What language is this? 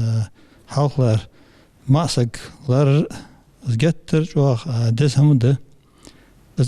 Ingush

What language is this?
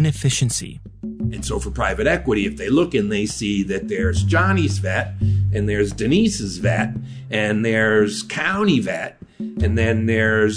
English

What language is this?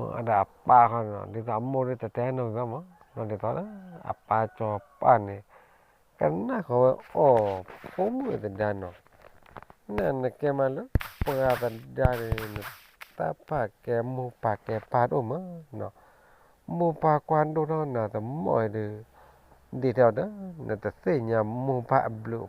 S'gaw Karen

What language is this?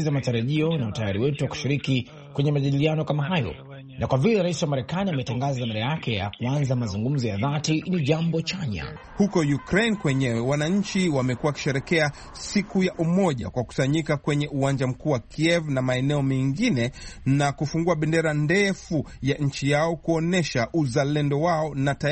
Swahili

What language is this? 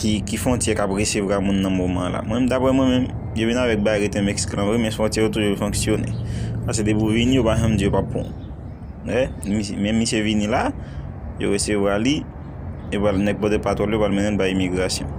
Haitian Creole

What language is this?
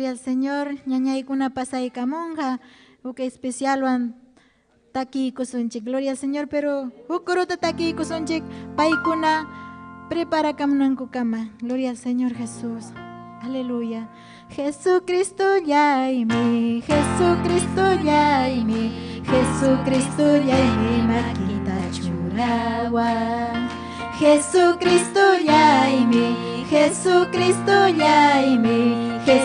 Ayacucho Quechua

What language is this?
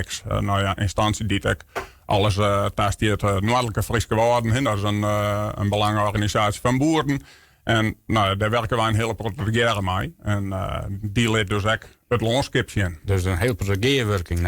Western Frisian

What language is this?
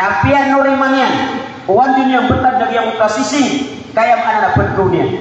Maranao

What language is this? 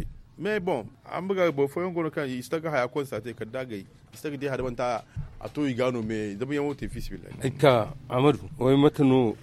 Zarma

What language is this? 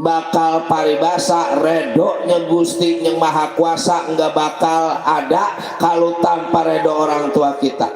Betawi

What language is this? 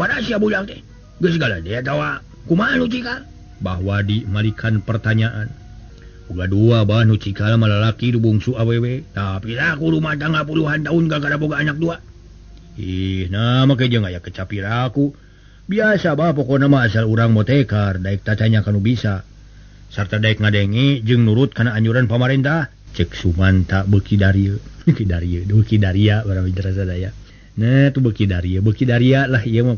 Sundanese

